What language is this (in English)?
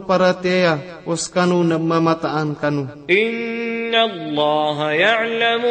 Maranao